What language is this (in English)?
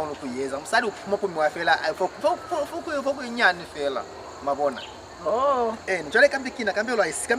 Lozi